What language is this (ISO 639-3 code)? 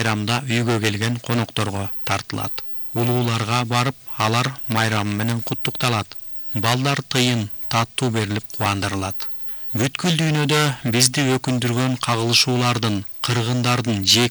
kir